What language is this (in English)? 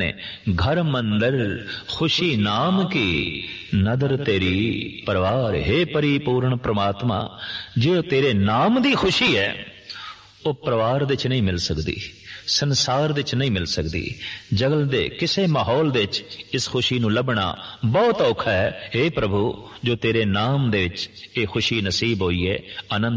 Punjabi